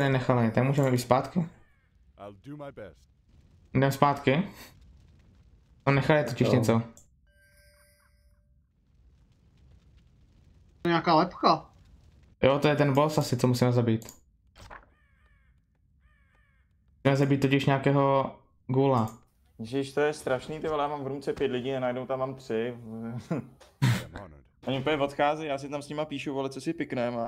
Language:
Czech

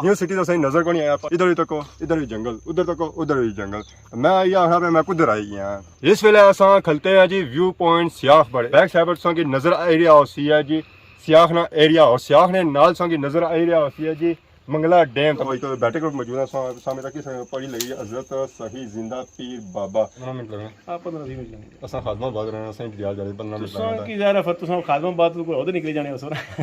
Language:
Pahari-Potwari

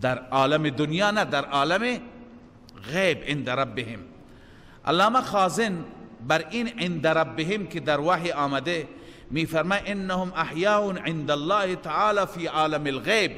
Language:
Persian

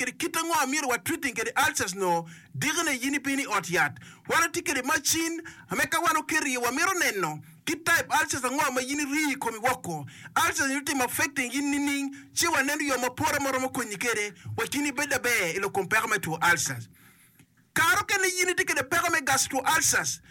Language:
Acoli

